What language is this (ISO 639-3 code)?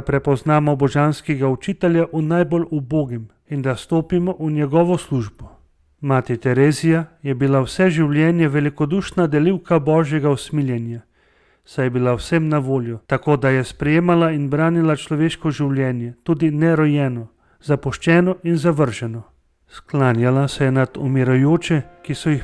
slv